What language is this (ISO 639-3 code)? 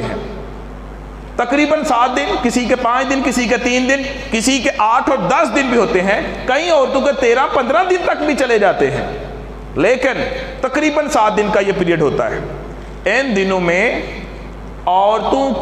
urd